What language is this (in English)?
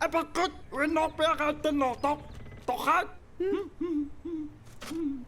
Kalaallisut